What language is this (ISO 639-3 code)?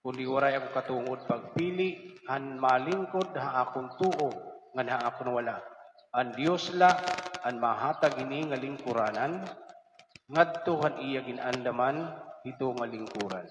war